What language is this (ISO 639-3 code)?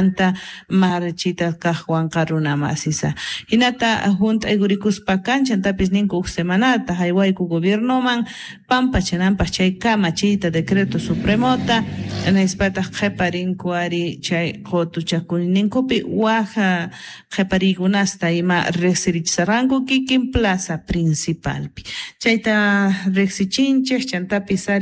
que